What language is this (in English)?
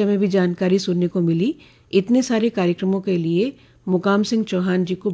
Hindi